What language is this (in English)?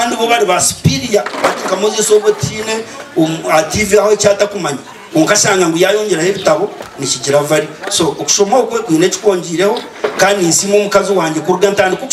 Nyankole